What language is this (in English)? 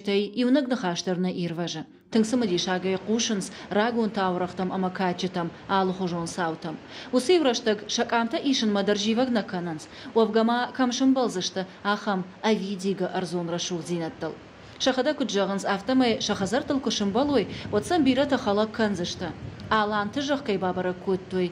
Ossetic